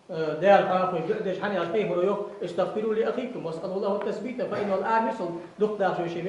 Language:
Ingush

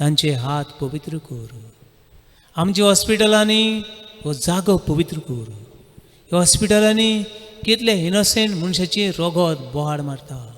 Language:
Konkani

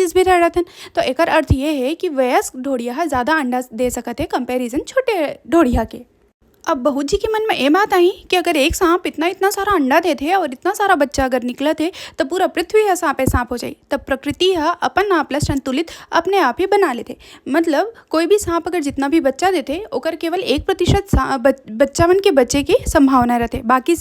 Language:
Chhattisgarhi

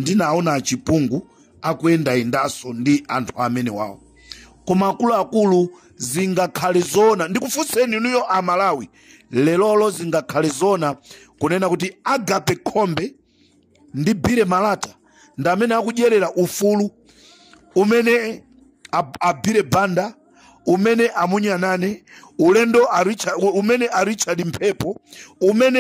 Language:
Nyanja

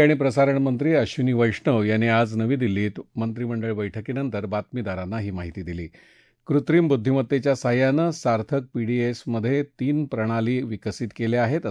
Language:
Marathi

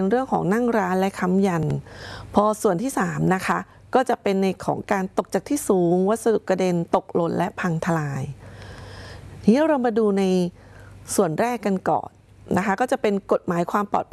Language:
Thai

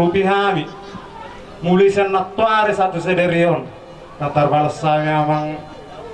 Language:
Batak Toba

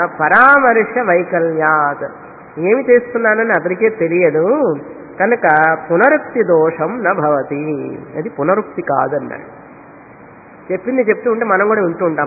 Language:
Telugu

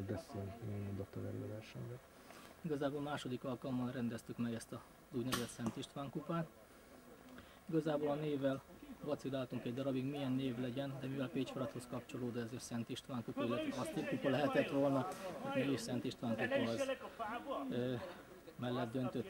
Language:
Hungarian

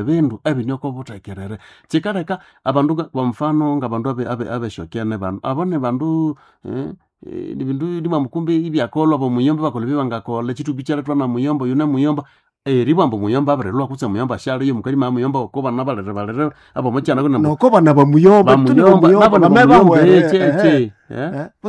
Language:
Nande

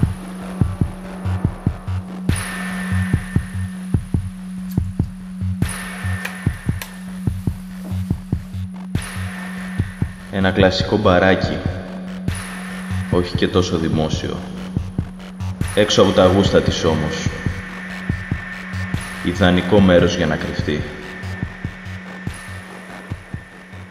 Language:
Greek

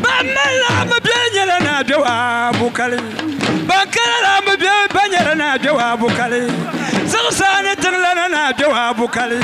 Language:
Dagbani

